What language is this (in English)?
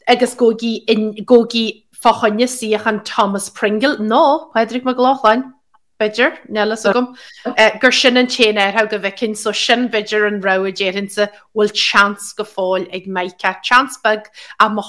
Irish